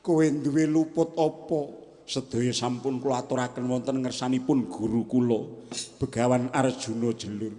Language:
Javanese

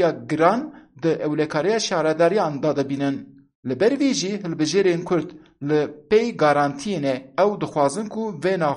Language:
Kurdish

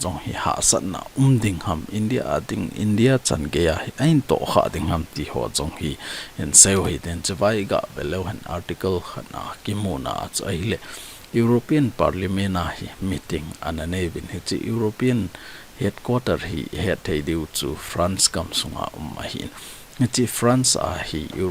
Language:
Thado Chin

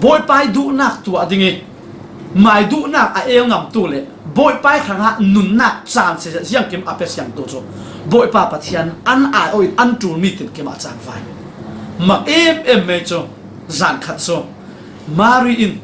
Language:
Falam Chin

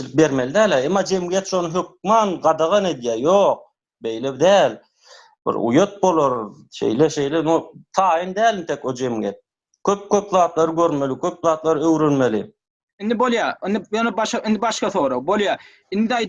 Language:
Turkmen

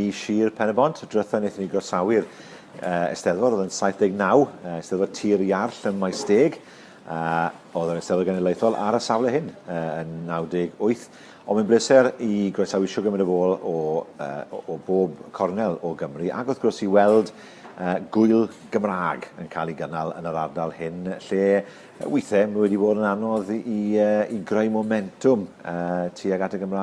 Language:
Welsh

